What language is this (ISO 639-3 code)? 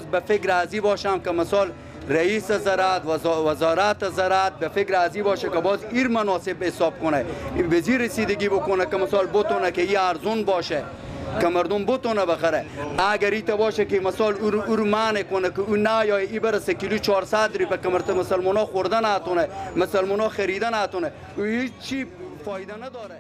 fas